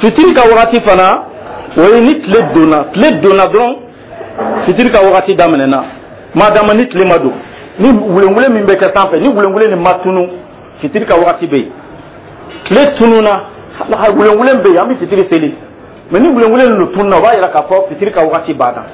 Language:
Dyula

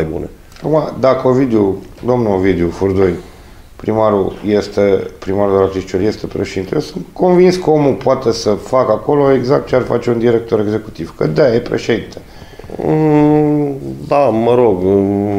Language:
Romanian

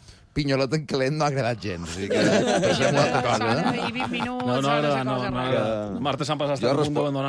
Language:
Catalan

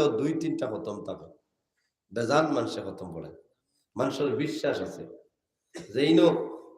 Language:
Sylheti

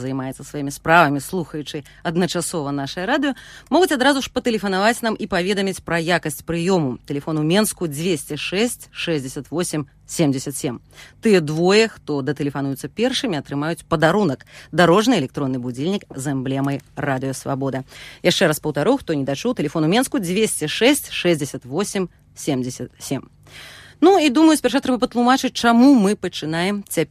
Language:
Belarusian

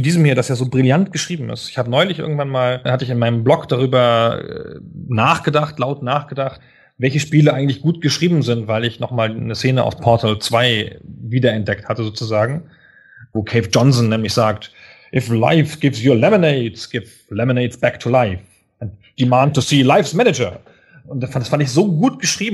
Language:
German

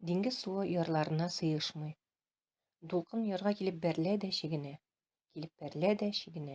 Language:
Tatar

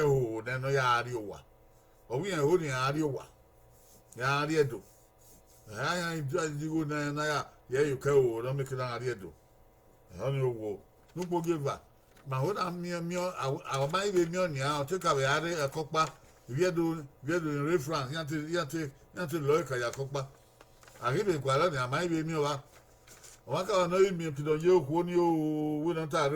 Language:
Bini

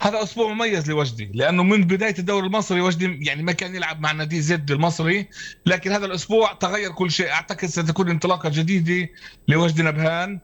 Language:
North Levantine Arabic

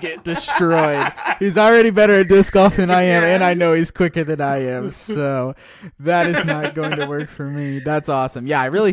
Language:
English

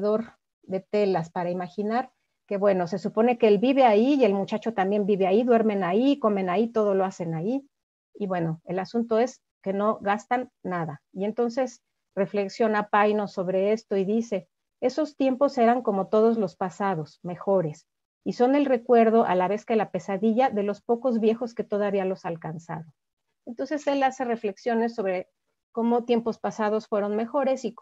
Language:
Spanish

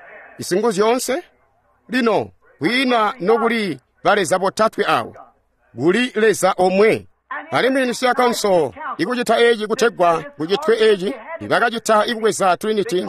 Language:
Tonga (Zambia)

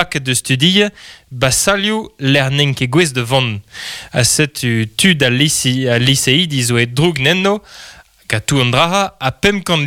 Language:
Breton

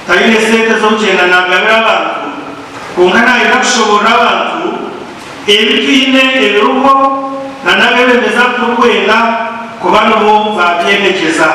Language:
Nyankole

